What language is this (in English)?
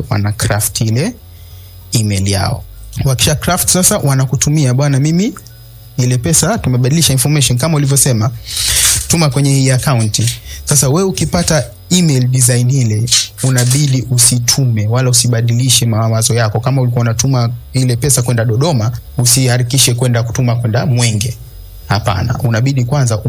Swahili